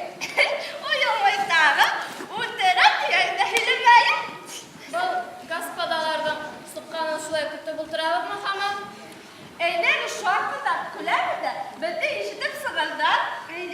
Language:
Bashkir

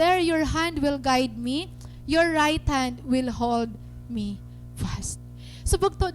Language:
Waray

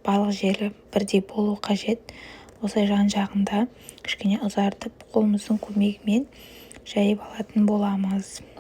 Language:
Kazakh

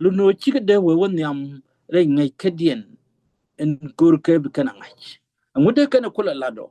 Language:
Nuer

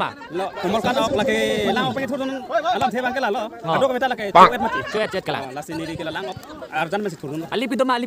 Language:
Karbi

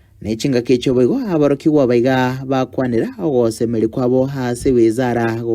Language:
Gusii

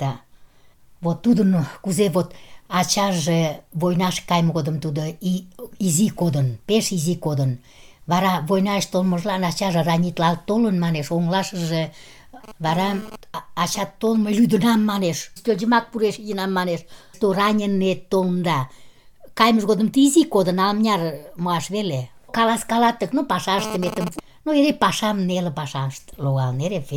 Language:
Mari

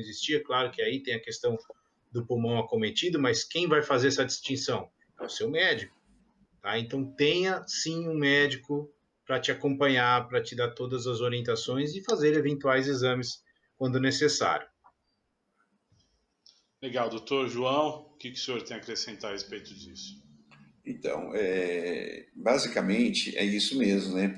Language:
Portuguese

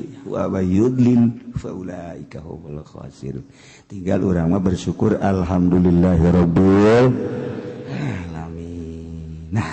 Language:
Sundanese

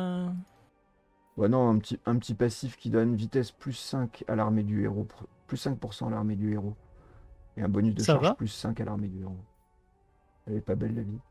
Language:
French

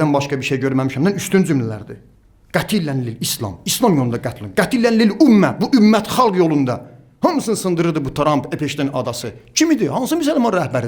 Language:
Azerbaijani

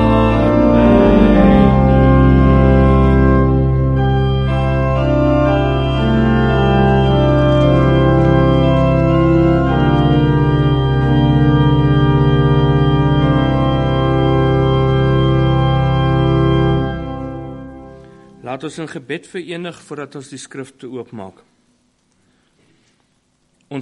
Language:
Afrikaans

